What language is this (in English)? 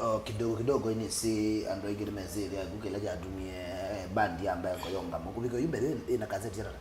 Kamba